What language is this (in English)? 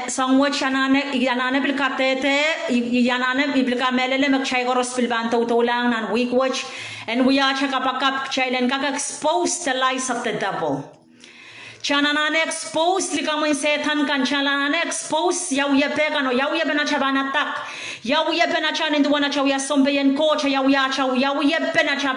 Pohnpeian